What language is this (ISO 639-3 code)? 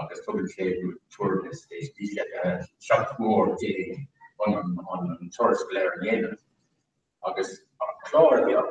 gle